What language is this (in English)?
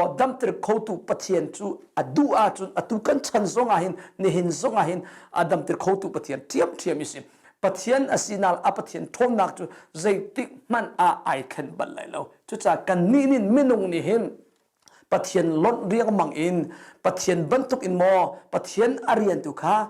Hakha Chin